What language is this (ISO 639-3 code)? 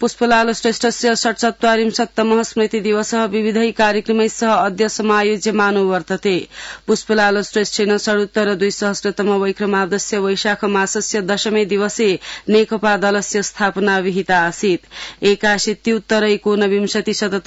san